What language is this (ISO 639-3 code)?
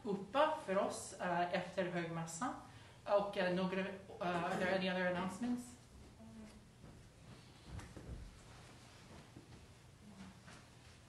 swe